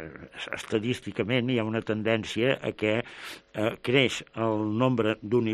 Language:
Catalan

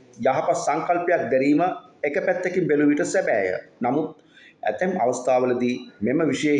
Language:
Sinhala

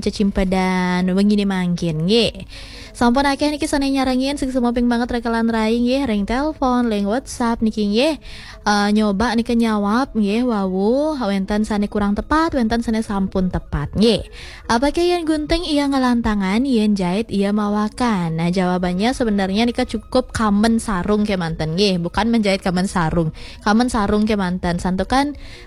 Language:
Balinese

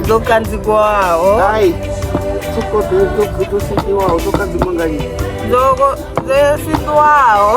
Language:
Venda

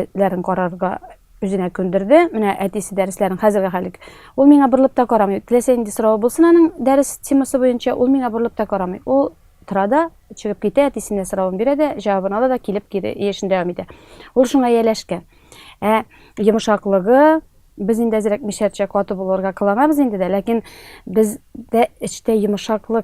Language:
Tatar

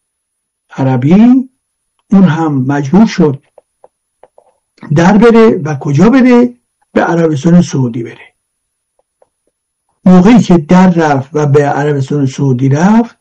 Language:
Persian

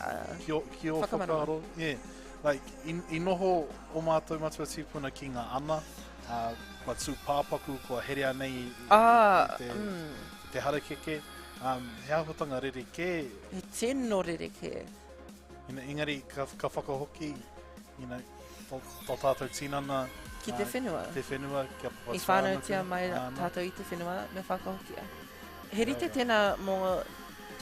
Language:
Māori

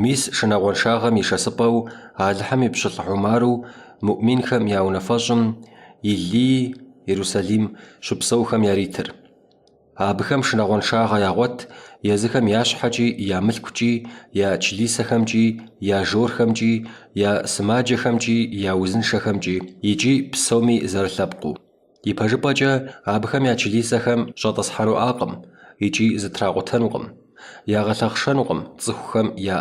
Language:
Kabardian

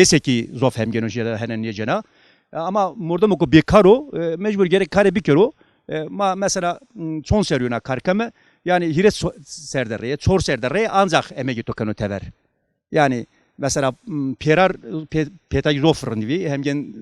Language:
Zaza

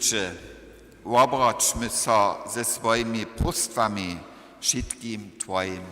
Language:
Upper Sorbian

